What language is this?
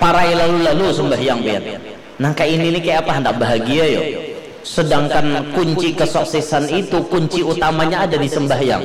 Banjar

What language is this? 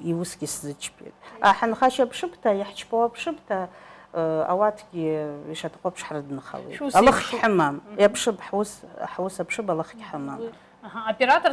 Abkhazian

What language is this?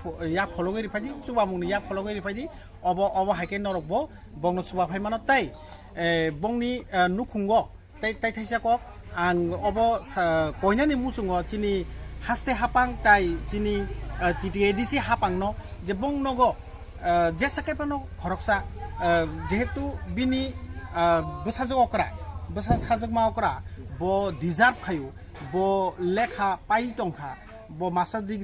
Kok Borok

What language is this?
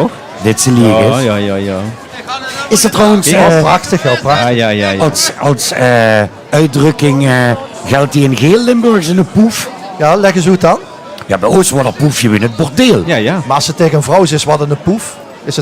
Limburgish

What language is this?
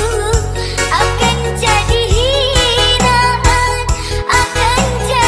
Malay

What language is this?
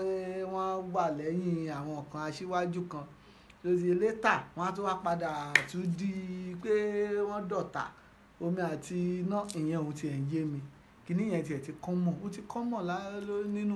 Yoruba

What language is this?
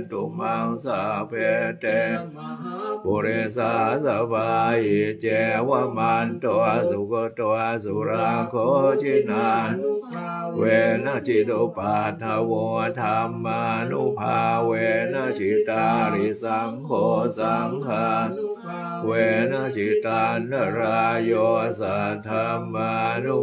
Pali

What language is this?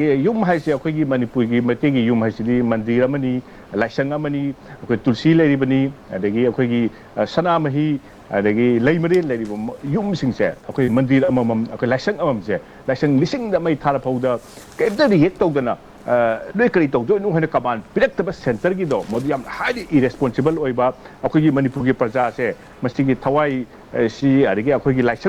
Manipuri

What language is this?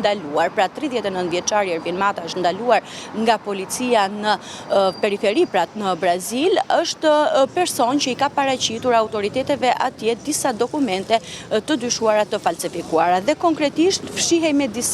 Albanian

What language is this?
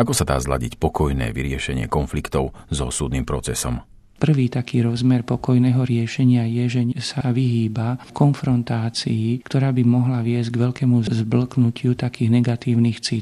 Slovak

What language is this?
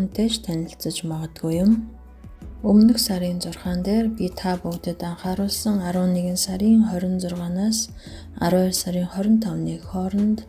Mongolian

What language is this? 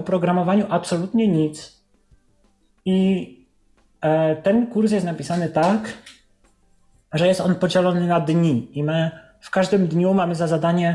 Polish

